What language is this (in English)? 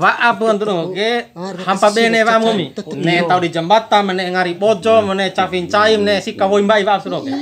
Bima